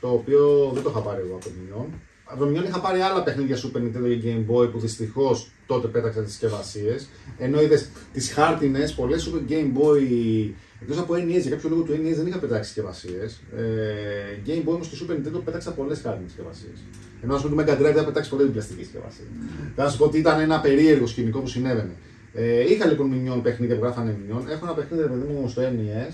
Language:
Greek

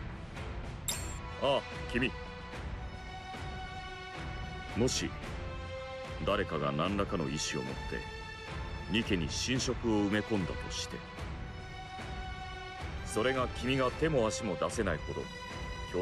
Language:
Japanese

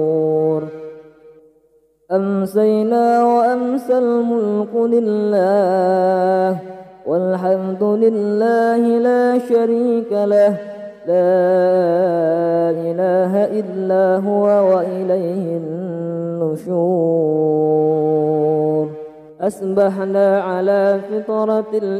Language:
Arabic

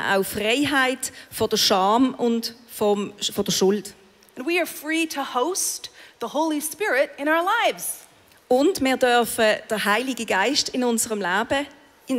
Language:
Swiss German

